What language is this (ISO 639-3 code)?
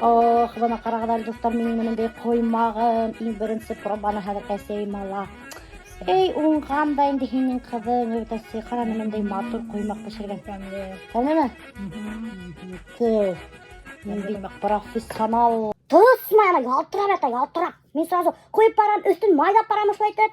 bak